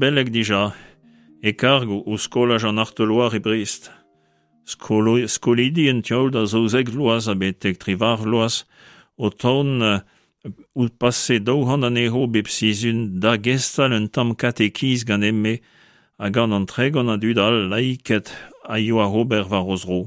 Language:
Breton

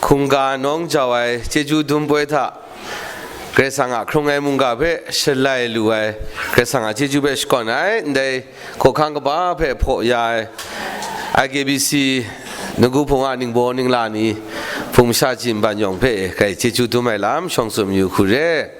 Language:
Kachin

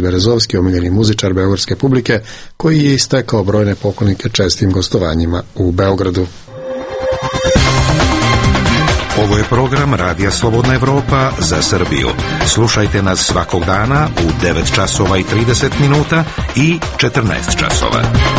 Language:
Serbian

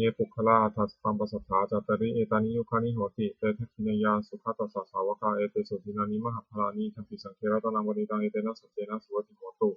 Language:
Pali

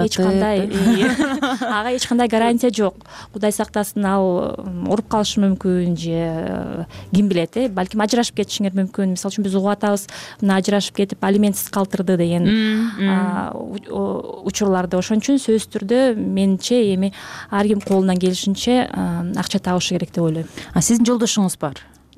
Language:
Kyrgyz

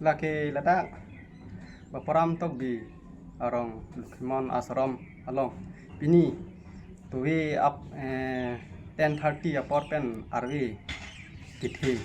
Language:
Karbi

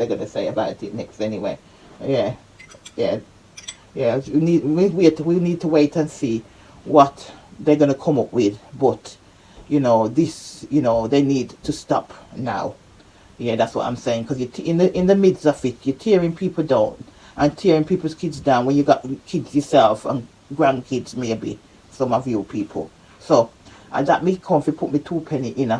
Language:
Jamaican Creole English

